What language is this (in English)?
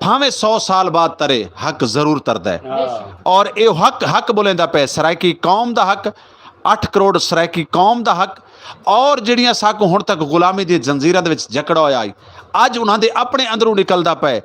Saraiki